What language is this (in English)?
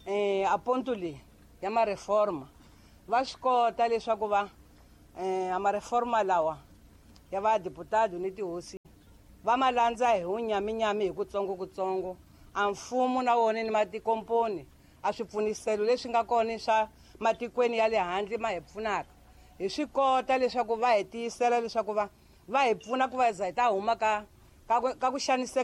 Tsonga